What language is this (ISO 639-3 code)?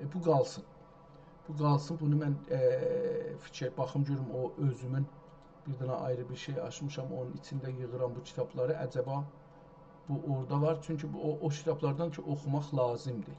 azb